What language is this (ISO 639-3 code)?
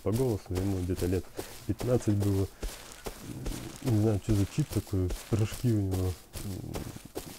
rus